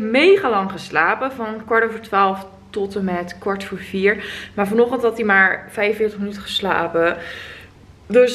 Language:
Dutch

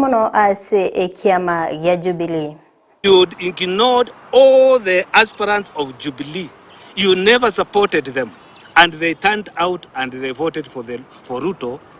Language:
Gusii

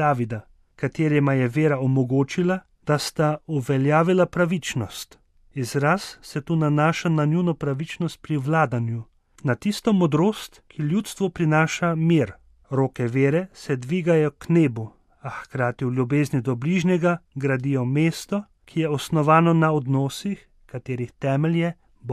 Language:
Slovenian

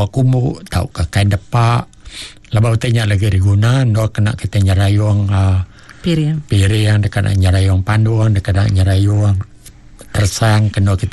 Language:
Iban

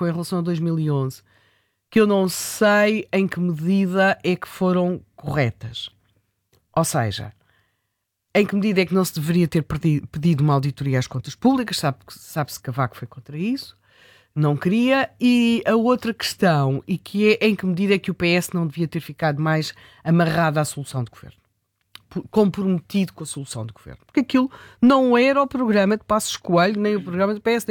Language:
Portuguese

